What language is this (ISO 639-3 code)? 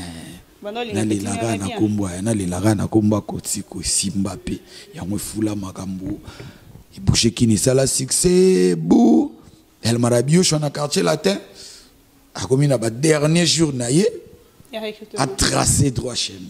lin